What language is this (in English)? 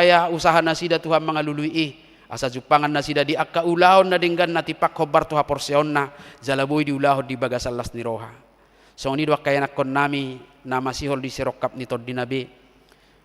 Batak Toba